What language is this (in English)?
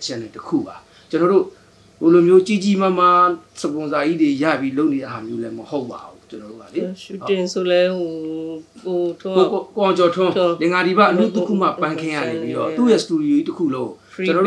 Burmese